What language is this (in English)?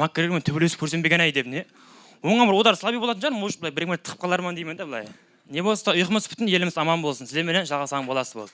Kara-Kalpak